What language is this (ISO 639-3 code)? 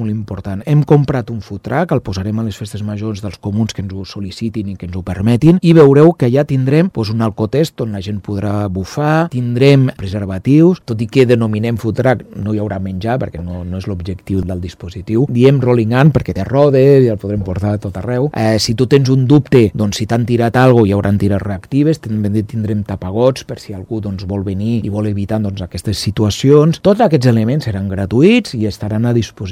cat